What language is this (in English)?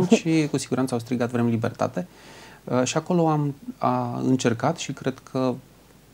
Romanian